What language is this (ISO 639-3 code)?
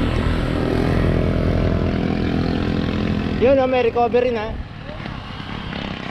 fil